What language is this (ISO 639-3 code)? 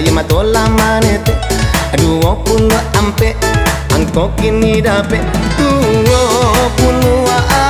min